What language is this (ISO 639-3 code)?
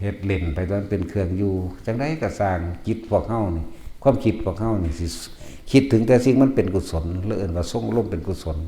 tts